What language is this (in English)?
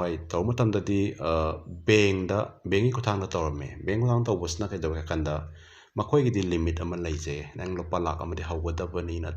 Manipuri